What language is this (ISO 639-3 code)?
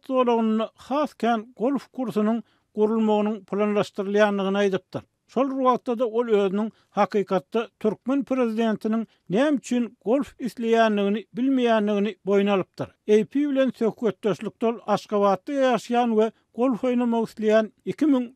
tuk